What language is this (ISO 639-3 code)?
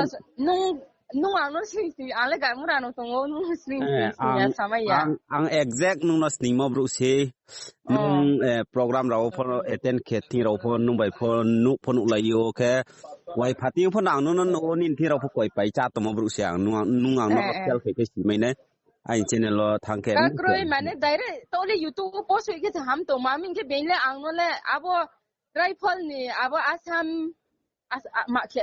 ria